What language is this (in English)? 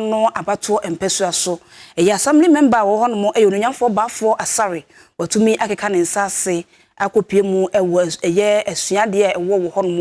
Akan